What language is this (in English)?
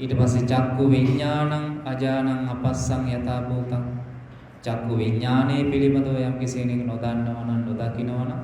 Sinhala